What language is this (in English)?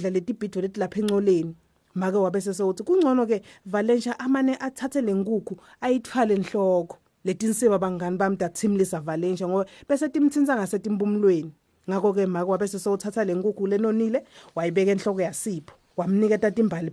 Swati